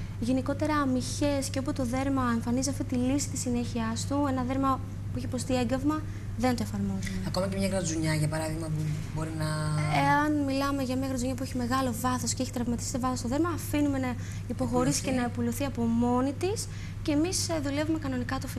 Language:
Greek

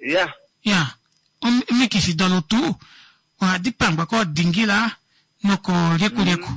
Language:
Kuanyama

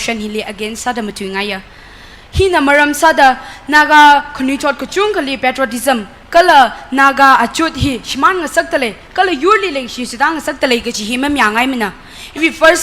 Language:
Tangkhul Naga (India)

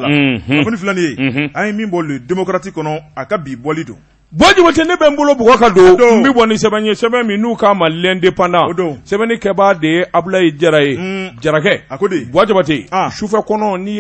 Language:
Bambara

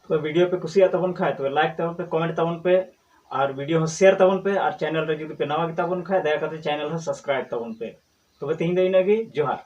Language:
Santali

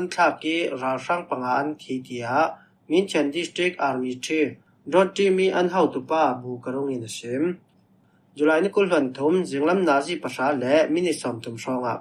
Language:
Falam Chin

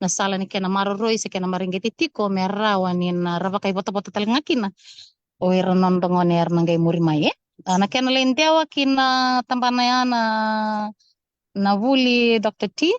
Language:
Fijian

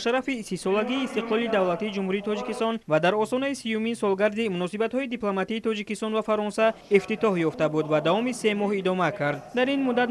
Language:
Tajik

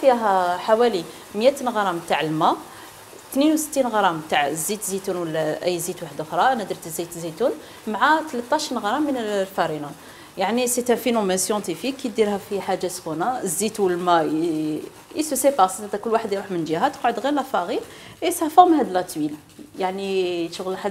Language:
Algerian Arabic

